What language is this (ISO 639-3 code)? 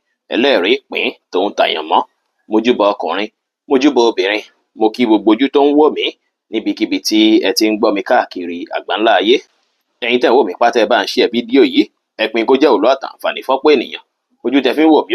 yor